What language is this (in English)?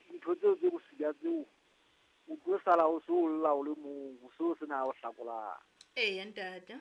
Southern Sotho